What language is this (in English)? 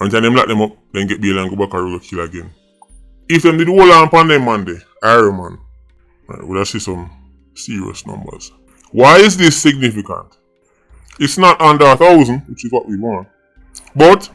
Jamaican Creole English